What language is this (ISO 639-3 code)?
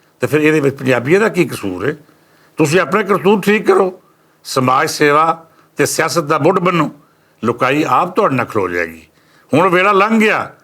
lah